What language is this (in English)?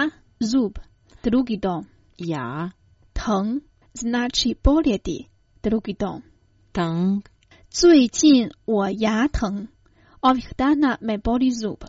Croatian